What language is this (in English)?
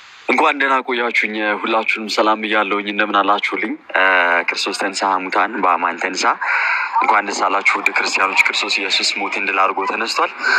Amharic